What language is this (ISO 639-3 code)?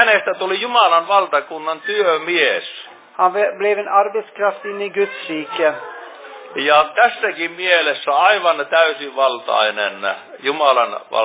fin